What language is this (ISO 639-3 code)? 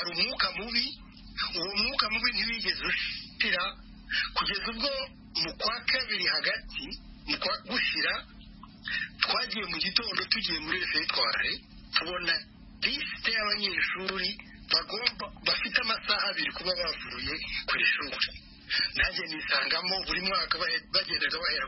kin